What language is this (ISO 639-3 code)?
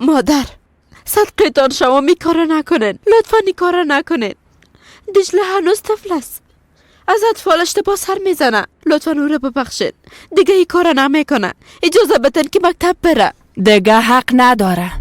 fas